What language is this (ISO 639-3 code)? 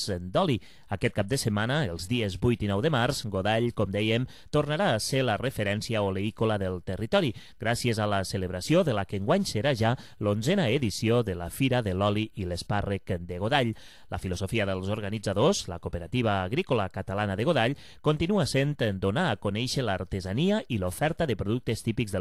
cat